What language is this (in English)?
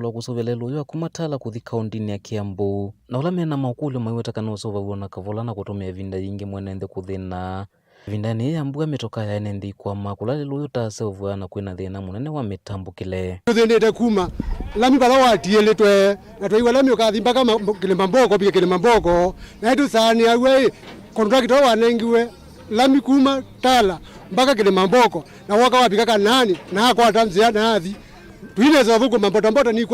Kamba